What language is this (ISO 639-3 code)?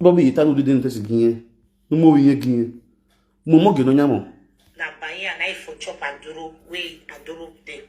pcm